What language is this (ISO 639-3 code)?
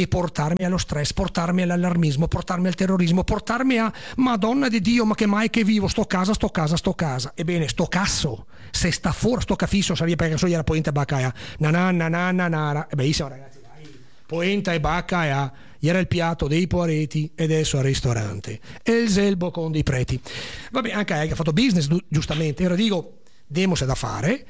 ita